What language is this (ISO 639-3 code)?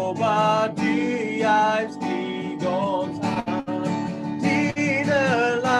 pdt